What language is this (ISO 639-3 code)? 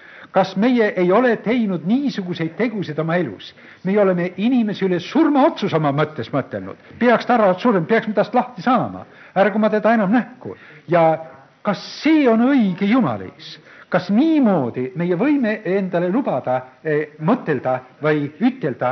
est